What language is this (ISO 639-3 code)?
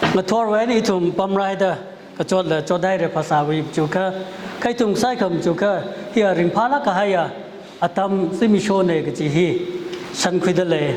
nmf